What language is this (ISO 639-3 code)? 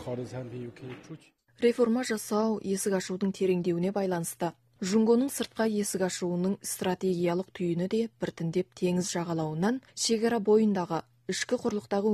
kaz